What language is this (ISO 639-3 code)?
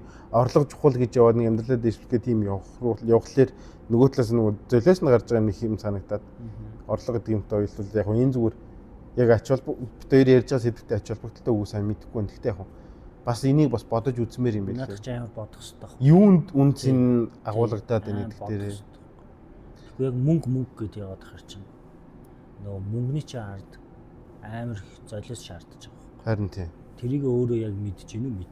mon